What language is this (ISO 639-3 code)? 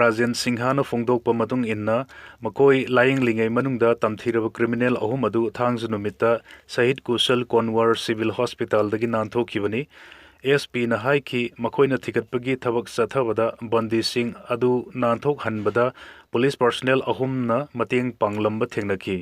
mni